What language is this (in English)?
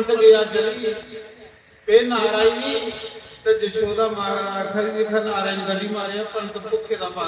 Dogri